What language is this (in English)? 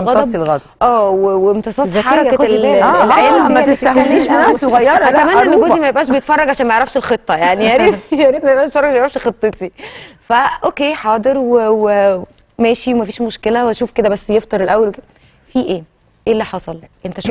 Egyptian Arabic